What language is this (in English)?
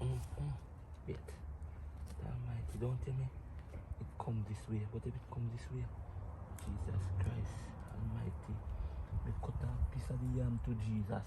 Jamaican Creole English